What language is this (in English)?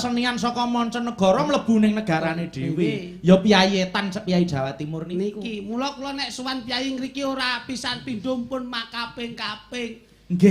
Javanese